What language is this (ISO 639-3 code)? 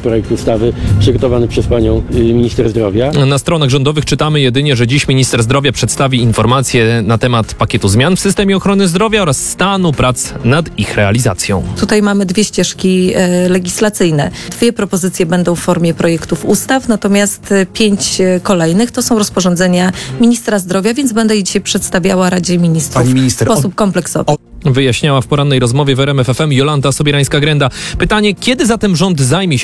pol